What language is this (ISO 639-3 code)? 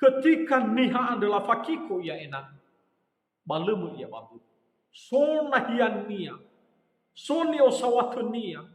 nia